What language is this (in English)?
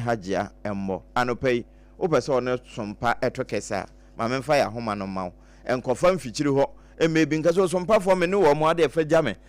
Akan